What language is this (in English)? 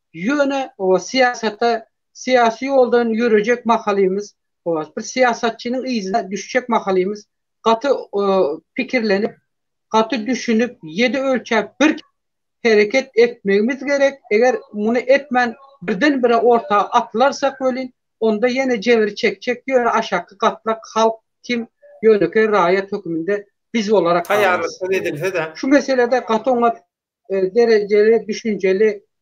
Turkmen